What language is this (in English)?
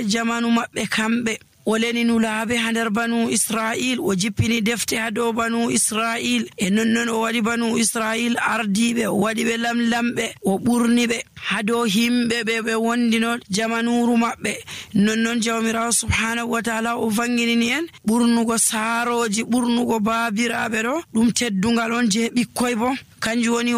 Nigerian Fulfulde